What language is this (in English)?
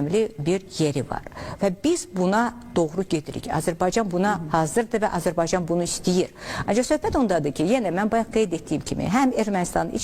Azerbaijani